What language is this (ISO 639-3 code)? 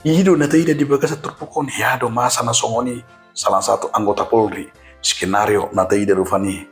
bbc